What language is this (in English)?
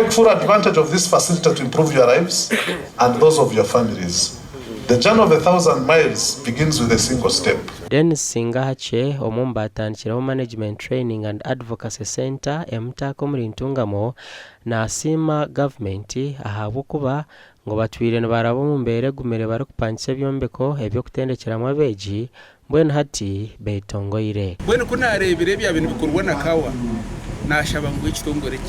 Nyankole